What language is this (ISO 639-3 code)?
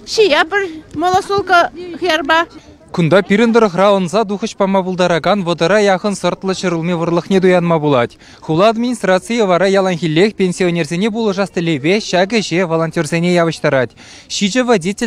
chv